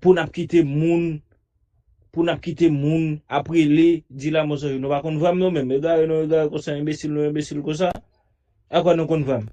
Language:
Haitian Creole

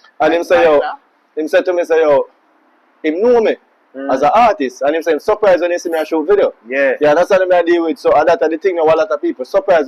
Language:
Jamaican Creole English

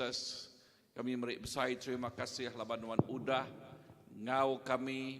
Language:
Iban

